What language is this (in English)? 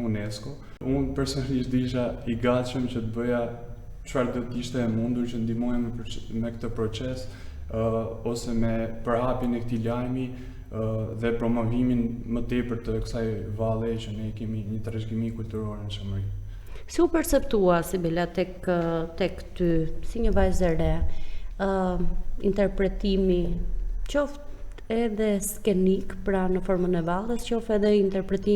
Albanian